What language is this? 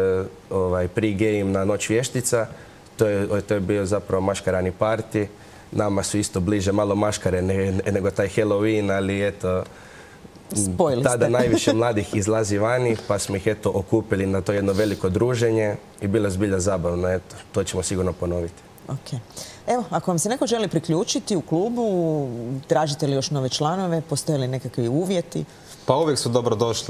Croatian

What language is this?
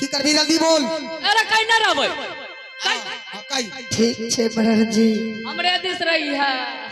Maithili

